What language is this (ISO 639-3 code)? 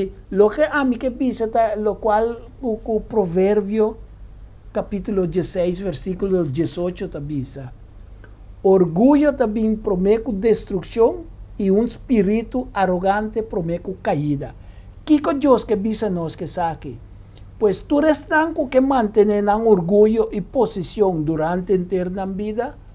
pap